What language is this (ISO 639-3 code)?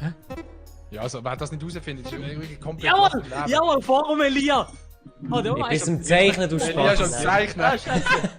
gsw